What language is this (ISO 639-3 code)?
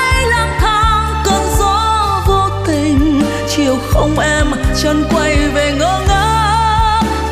vie